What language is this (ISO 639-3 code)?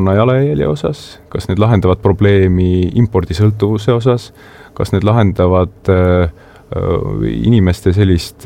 est